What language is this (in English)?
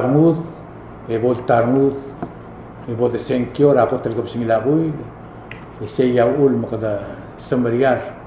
Palauan